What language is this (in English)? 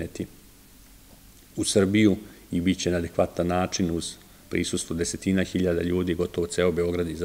Serbian